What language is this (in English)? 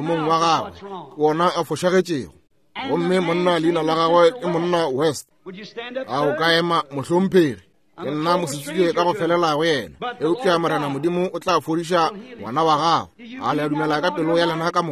Northern Sotho